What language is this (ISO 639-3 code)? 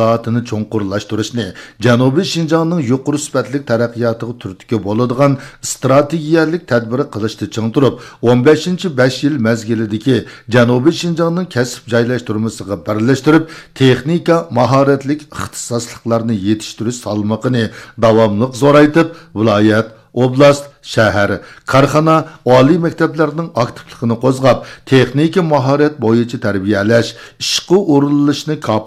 uig